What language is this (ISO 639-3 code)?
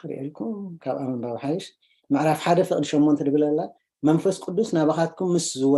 tir